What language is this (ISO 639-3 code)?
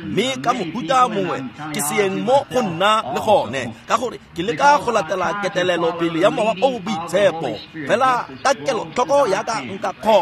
tsn